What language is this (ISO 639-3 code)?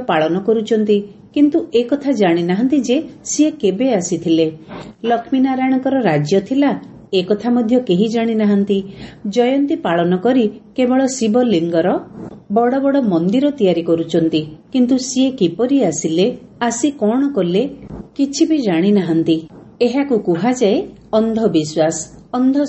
ori